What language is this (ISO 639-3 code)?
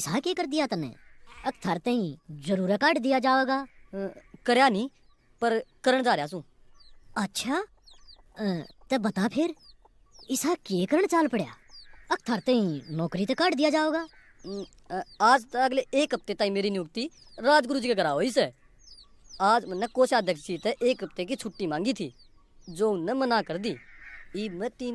bgc